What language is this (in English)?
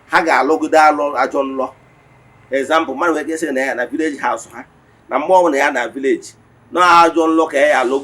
Igbo